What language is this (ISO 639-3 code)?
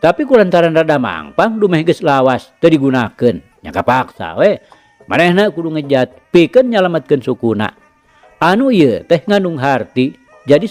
sun